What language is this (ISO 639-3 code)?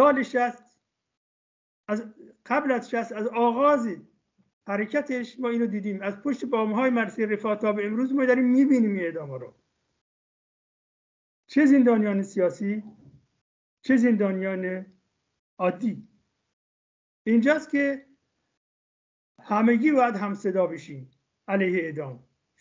fas